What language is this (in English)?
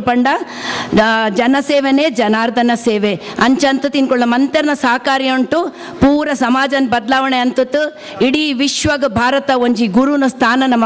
Tulu